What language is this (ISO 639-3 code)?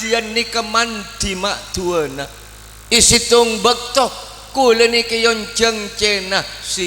mad